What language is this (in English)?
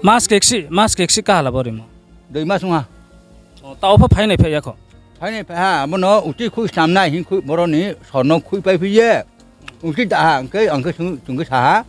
Riang (India)